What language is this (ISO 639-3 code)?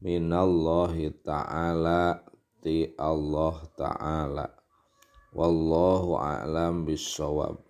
sun